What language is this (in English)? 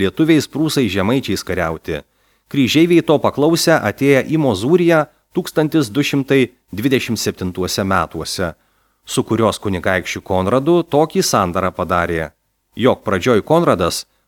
Lithuanian